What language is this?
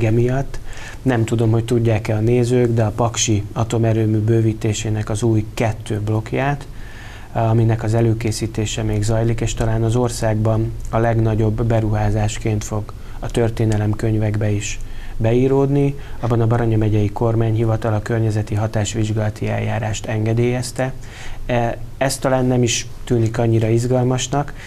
Hungarian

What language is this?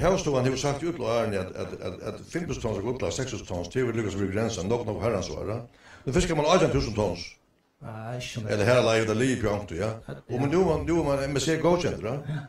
Faroese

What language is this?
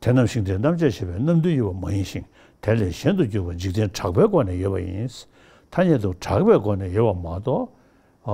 Tibetan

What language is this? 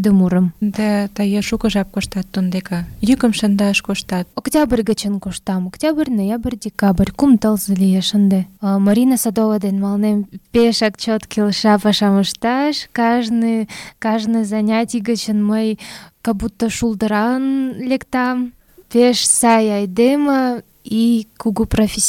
Mari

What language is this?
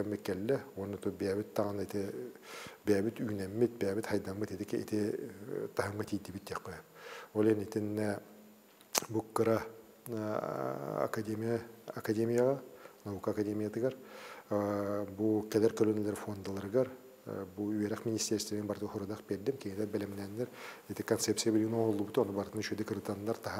Yakut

